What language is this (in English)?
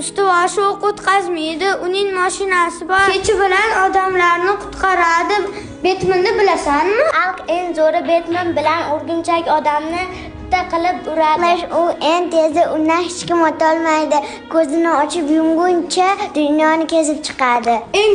Uzbek